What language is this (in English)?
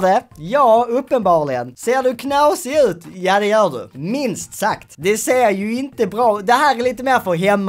Swedish